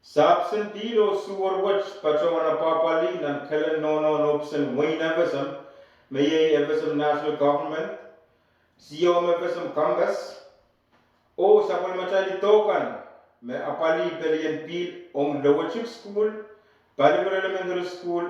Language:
Pohnpeian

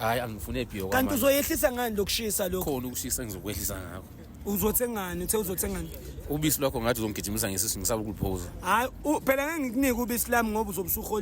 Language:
Zulu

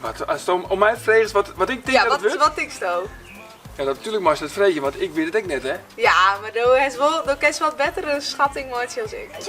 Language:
Western Frisian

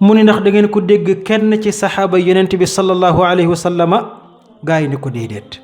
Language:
Wolof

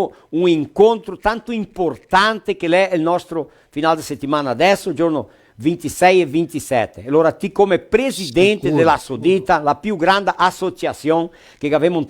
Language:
Venetian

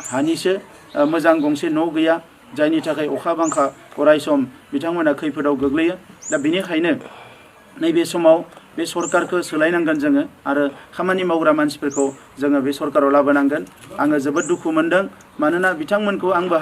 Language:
Bodo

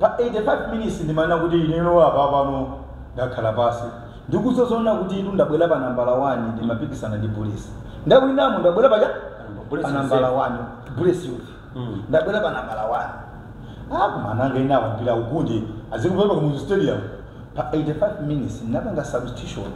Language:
Nyanja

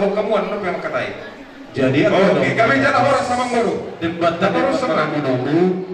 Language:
Batak Toba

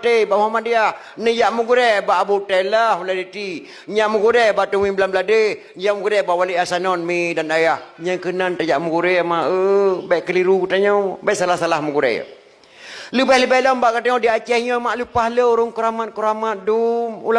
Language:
Achinese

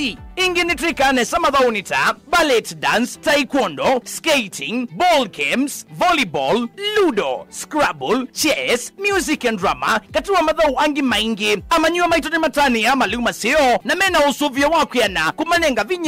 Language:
Kamba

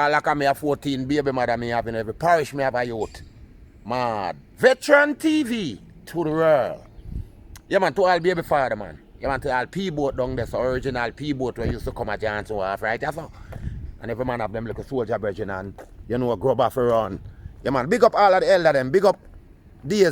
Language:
Jamaican Creole English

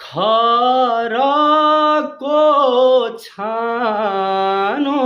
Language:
Nepali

